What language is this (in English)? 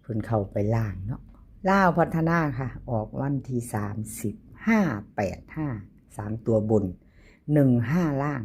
Northeastern Thai